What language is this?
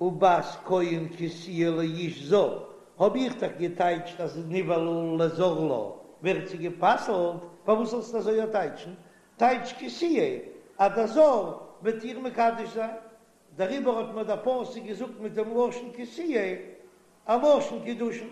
Yiddish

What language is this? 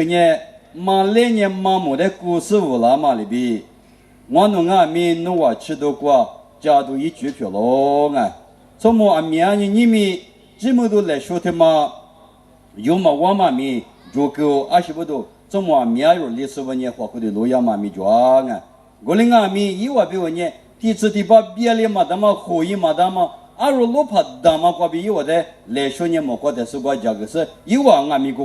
Lisu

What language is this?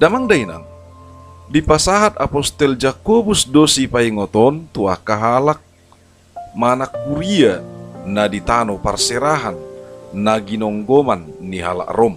Batak Toba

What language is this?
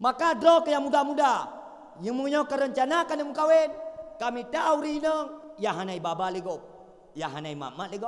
Achinese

